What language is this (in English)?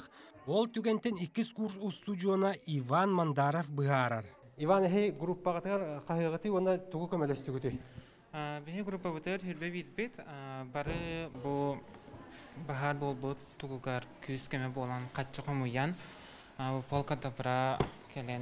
Yakut